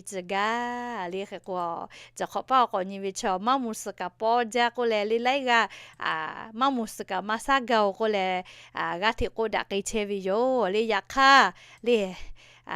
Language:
Lahu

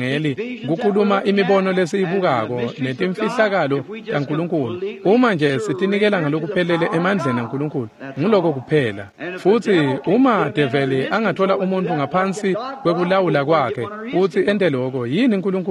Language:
Swati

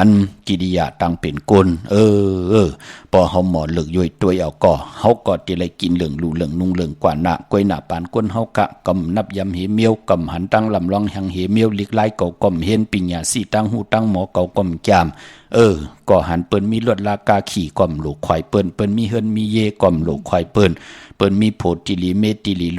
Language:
Shan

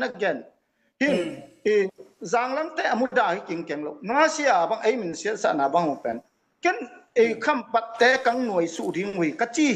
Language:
Tedim Chin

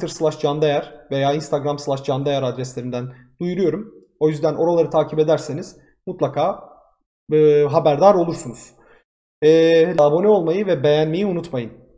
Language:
Turkish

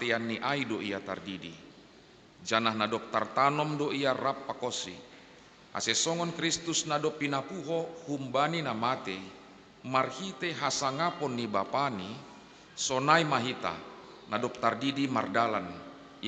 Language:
Batak Simalungun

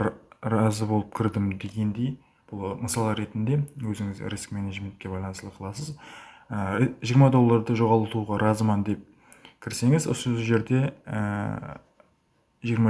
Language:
Kara-Kalpak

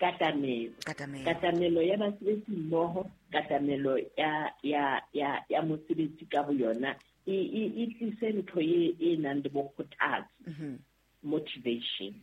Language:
Southern Sotho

